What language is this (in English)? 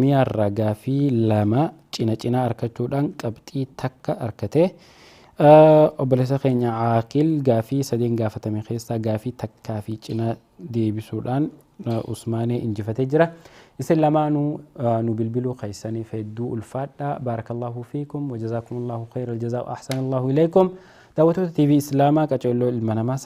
Oromo